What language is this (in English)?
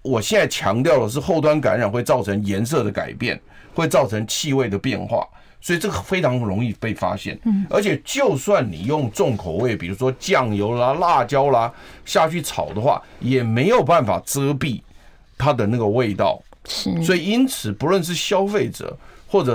Chinese